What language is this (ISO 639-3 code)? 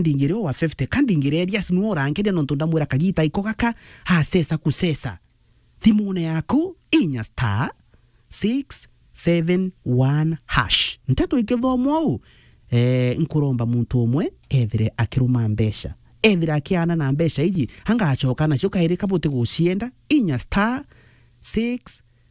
mer